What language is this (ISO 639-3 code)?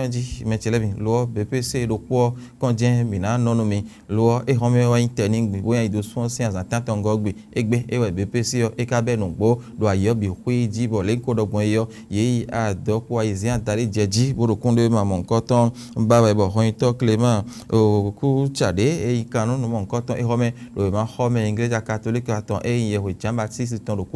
fon